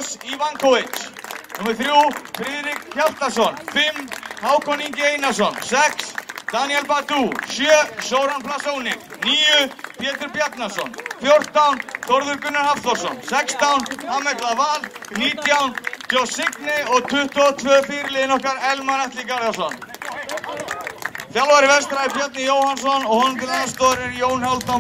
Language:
Icelandic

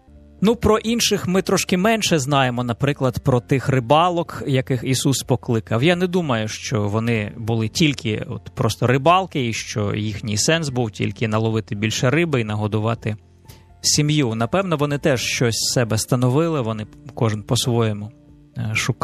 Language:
Ukrainian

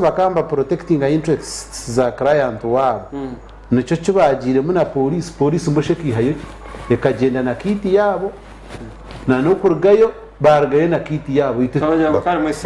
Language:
Nyankole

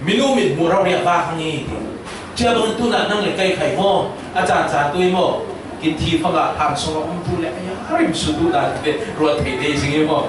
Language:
Falam Chin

